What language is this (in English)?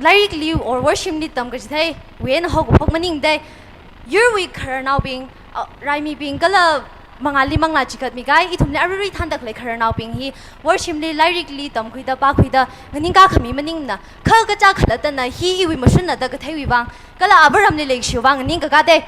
Tangkhul Naga (India)